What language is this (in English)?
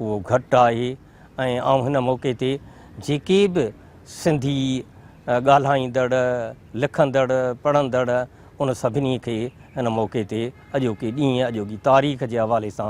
Sindhi